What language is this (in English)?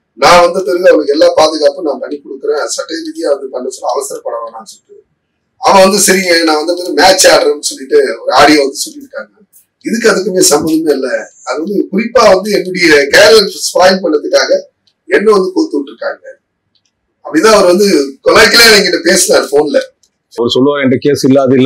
Tamil